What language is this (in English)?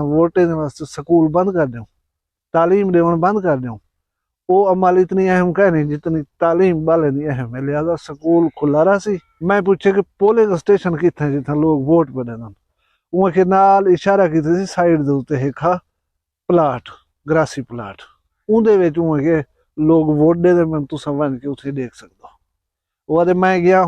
Saraiki